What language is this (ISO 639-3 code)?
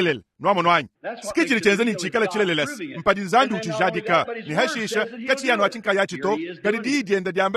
lua